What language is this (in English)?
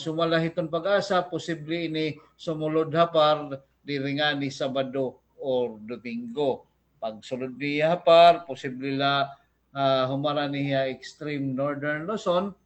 Waray